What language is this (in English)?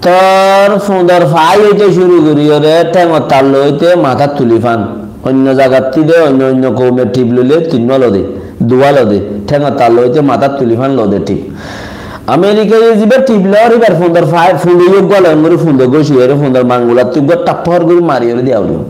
Rohingya